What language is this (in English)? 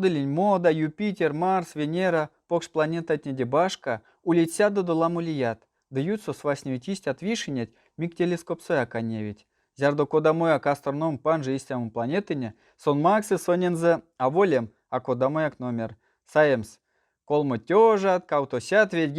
Erzya